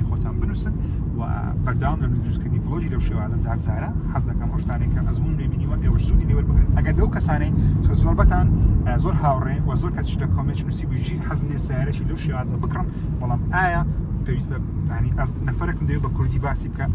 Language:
Central Kurdish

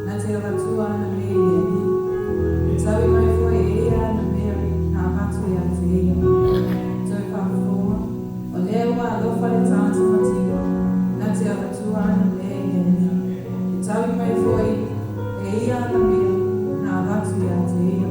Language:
Samoan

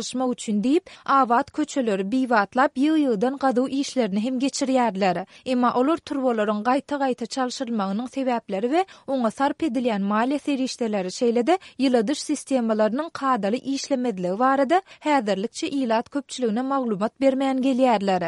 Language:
Turkmen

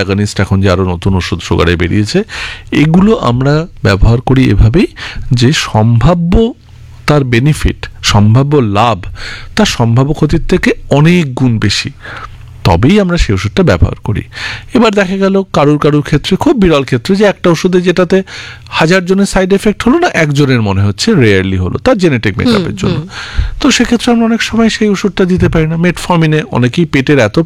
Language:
Bangla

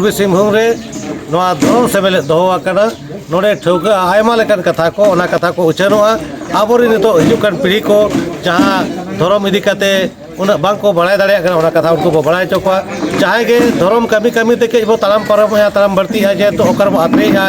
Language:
Santali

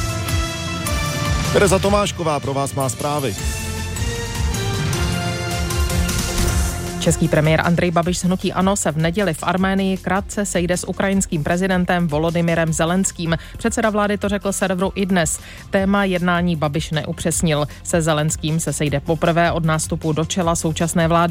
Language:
Czech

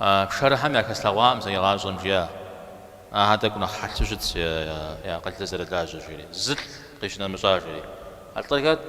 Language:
Kabardian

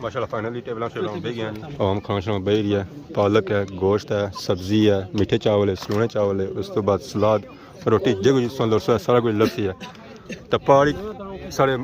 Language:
Pahari-Potwari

